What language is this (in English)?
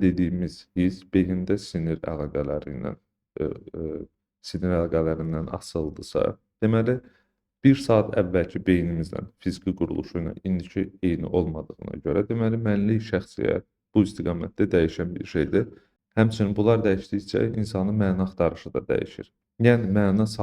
Azerbaijani